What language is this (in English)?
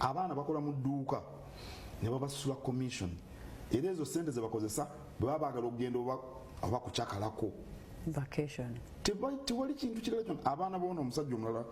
Ganda